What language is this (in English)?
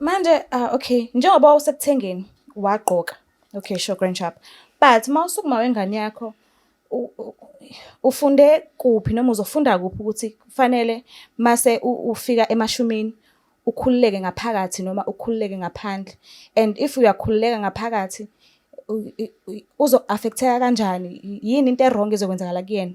Zulu